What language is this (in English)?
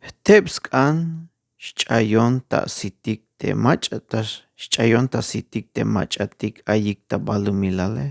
Tzeltal